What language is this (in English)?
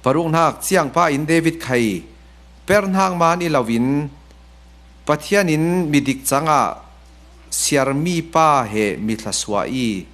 Falam Chin